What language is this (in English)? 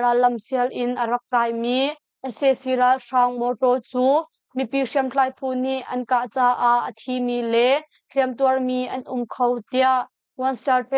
Hakha Chin